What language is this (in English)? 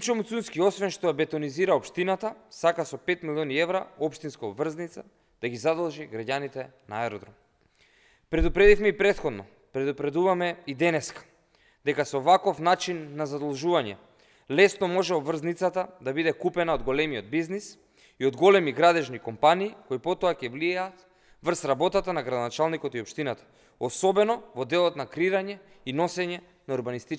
Macedonian